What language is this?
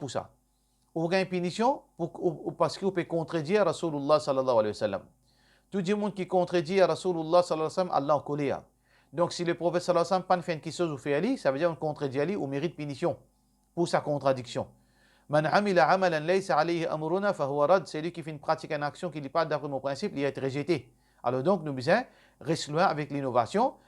Morisyen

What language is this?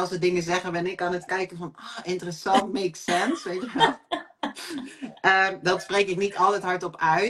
Dutch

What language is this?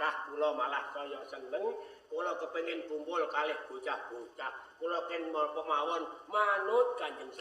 Javanese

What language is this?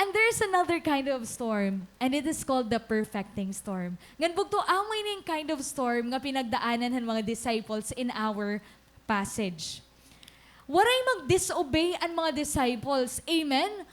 Waray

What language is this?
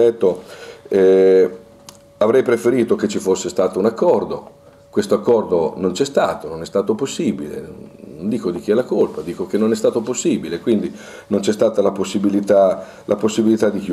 Italian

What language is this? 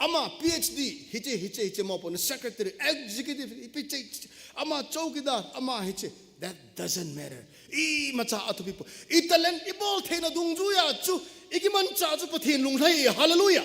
Thado Chin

